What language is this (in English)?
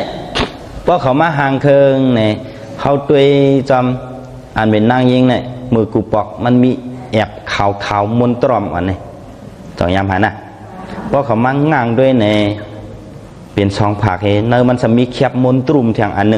Shan